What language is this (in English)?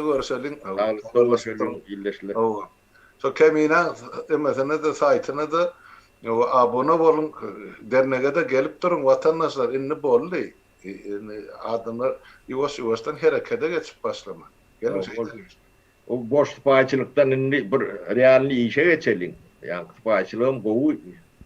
Turkmen